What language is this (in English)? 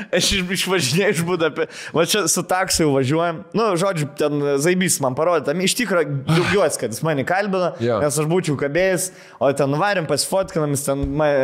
Lithuanian